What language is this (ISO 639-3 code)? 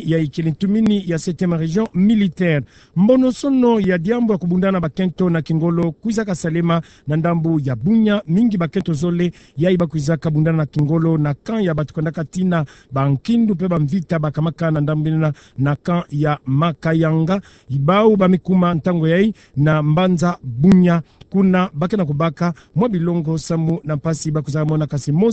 ktu